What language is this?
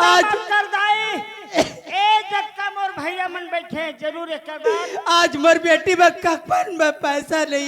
Chhattisgarhi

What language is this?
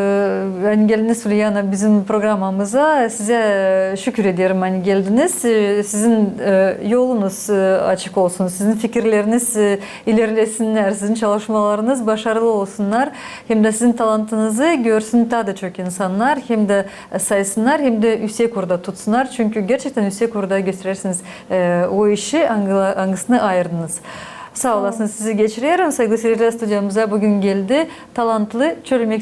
Gagauz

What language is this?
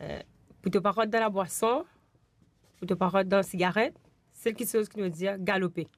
Morisyen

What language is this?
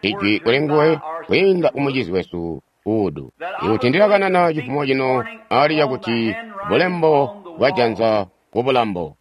Tonga (Zambia)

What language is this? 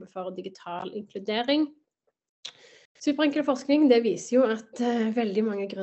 Norwegian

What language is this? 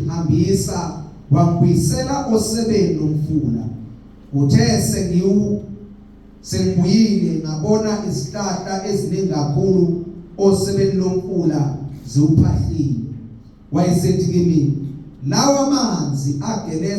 Zulu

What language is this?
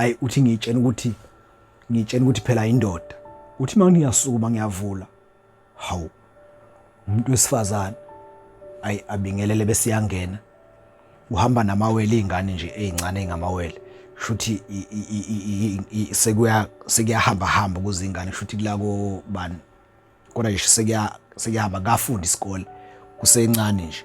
Zulu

